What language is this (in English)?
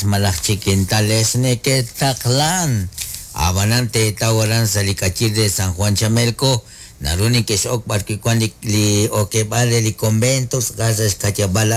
Kekchí